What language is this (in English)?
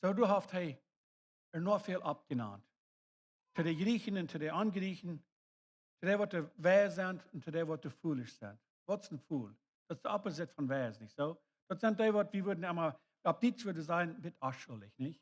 Plautdietsch